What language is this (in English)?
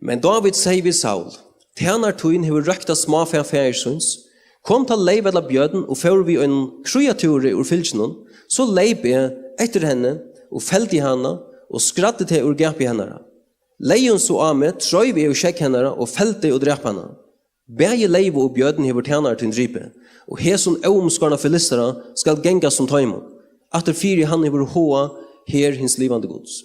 Faroese